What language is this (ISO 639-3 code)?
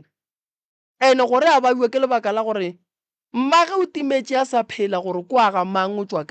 nso